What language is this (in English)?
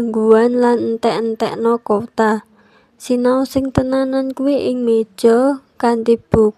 Javanese